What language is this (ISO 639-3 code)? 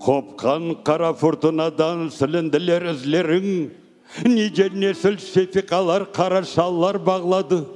crh